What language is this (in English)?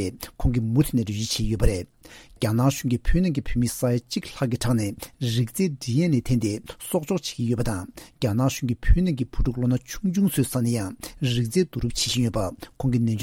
Tibetan